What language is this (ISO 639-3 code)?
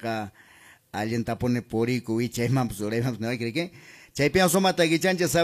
que